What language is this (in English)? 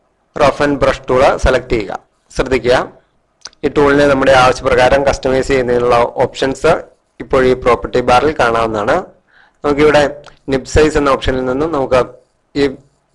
Malayalam